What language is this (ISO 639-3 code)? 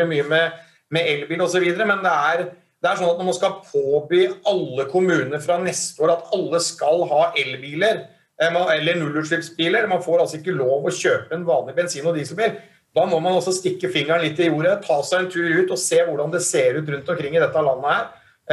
nor